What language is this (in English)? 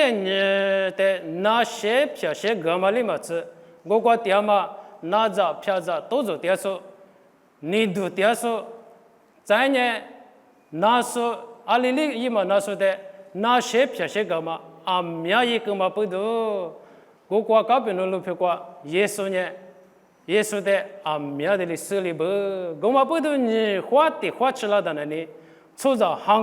Lisu